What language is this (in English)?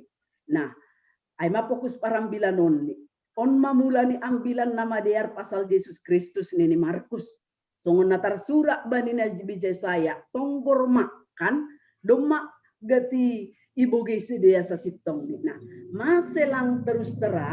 Batak Simalungun